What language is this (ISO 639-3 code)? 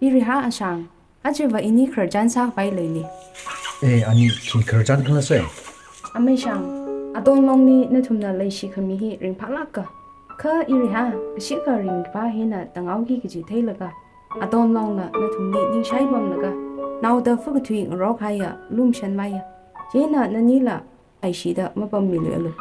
nmf